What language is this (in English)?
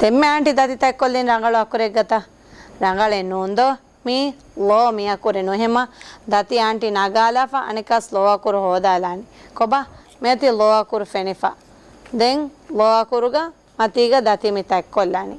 Divehi